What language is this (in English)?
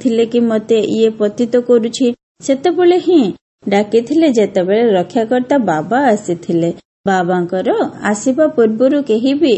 Odia